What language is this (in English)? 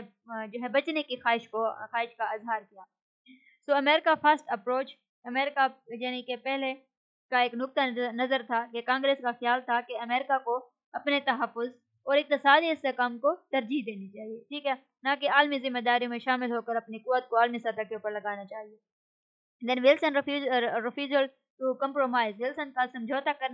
Urdu